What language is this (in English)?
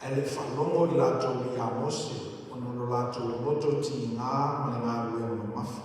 Samoan